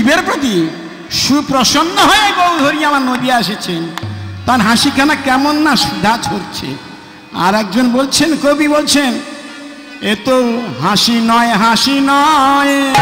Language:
Bangla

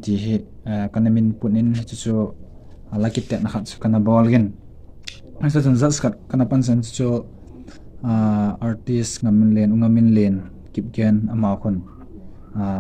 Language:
Thado Chin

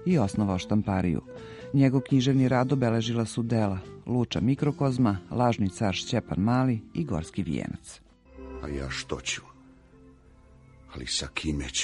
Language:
Serbian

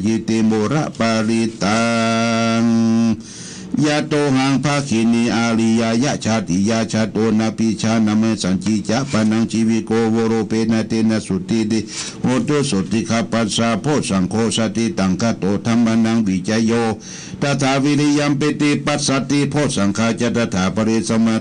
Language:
Pali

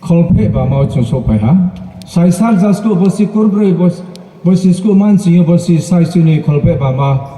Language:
Riang (India)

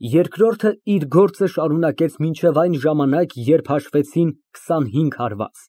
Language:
Armenian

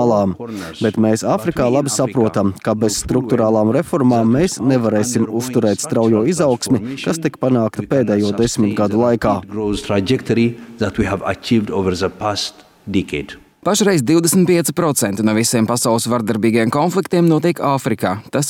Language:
Latvian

